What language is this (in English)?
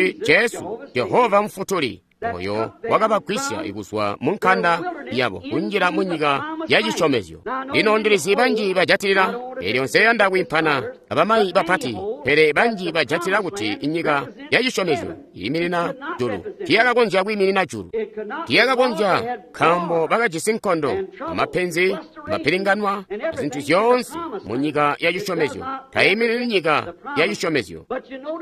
Tonga (Zambia)